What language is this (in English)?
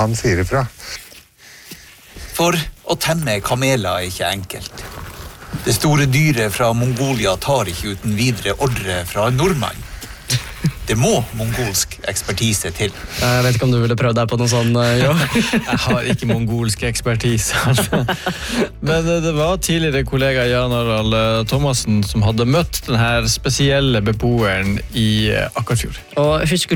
Norwegian